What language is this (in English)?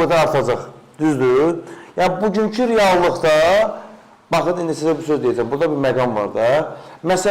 Azerbaijani